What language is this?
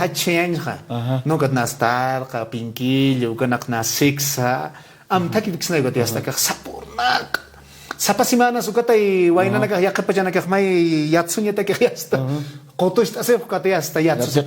Aymara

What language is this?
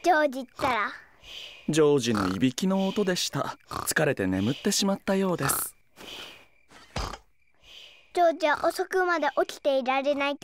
Japanese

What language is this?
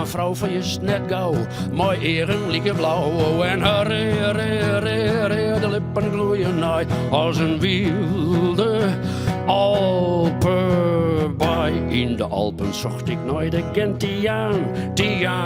Western Frisian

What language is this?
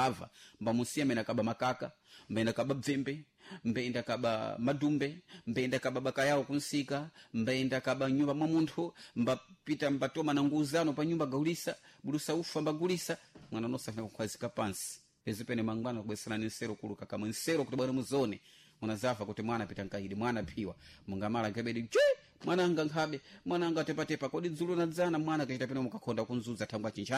Sena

